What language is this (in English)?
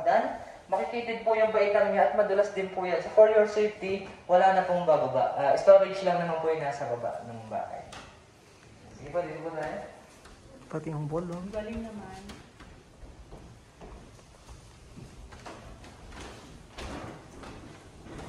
Filipino